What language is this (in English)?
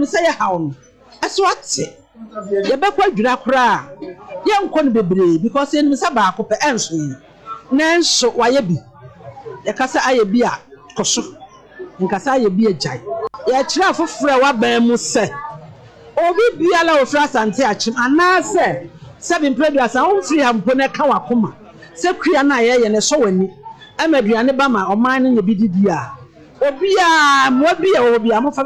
Akan